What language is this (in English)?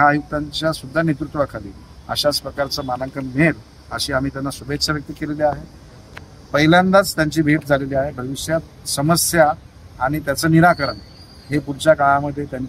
Marathi